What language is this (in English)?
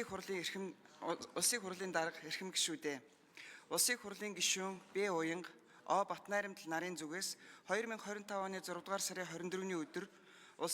Mongolian